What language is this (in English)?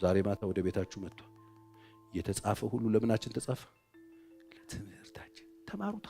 Amharic